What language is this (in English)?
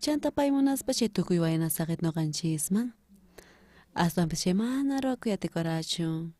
South Bolivian Quechua